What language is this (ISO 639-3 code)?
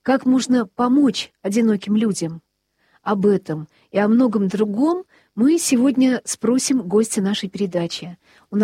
rus